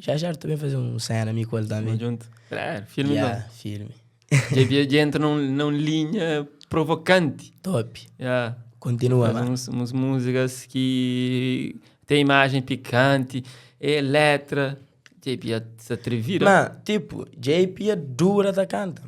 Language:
Kabuverdianu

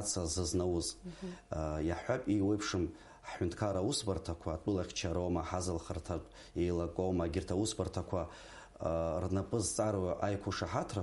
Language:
Abkhazian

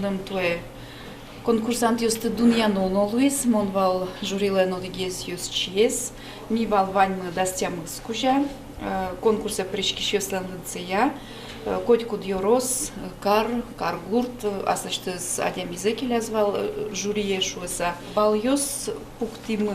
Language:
Udmurt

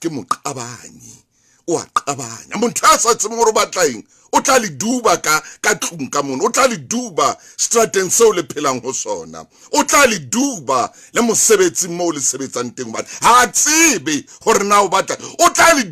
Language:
Southern Sotho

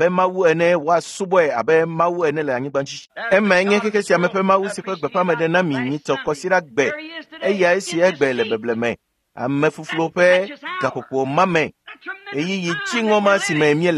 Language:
Ewe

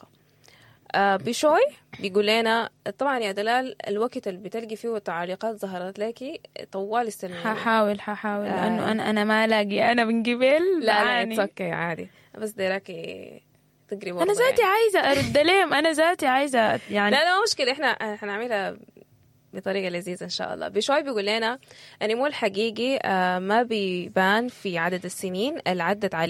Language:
Sudanese Arabic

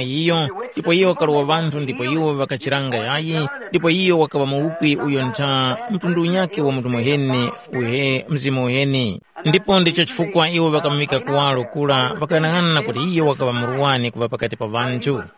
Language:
Tumbuka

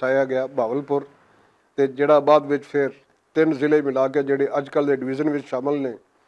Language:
Western Panjabi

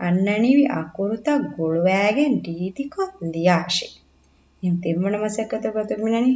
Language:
Divehi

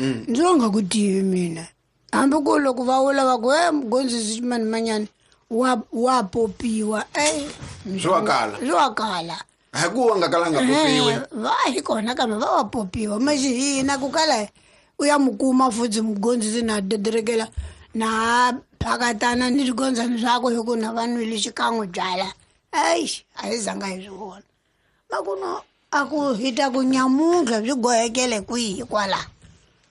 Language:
Tsonga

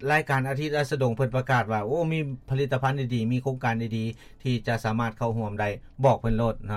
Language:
Lao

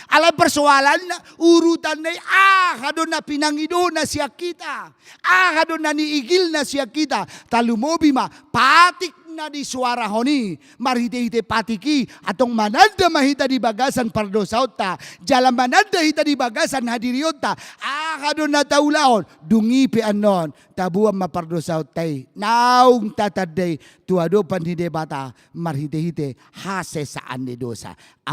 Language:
Batak Toba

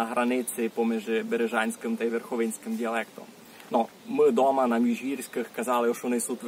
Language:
Rusyn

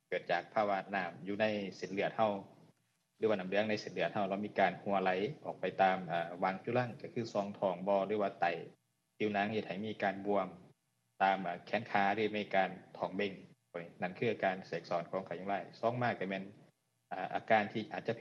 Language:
Lao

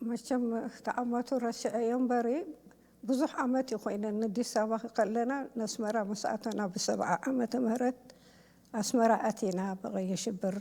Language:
Tigrinya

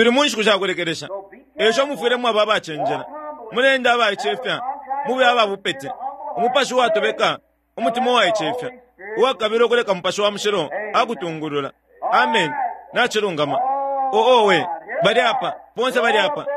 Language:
Bemba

